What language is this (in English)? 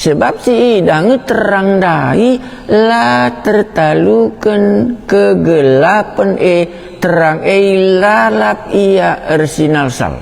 Batak Karo